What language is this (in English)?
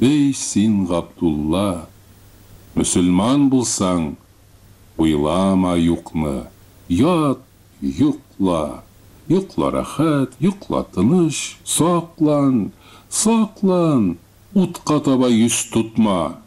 Tatar